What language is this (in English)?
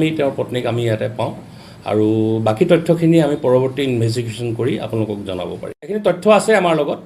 Assamese